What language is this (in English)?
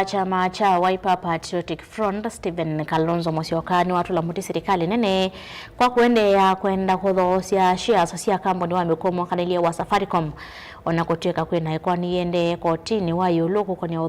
Kamba